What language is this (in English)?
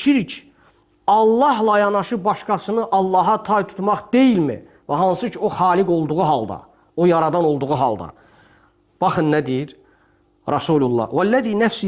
Azerbaijani